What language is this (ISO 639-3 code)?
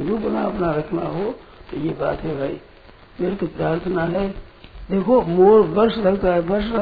hin